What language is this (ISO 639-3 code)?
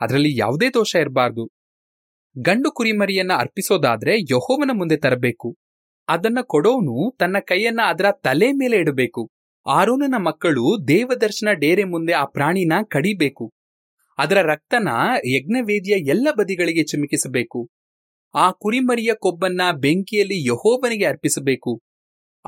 kan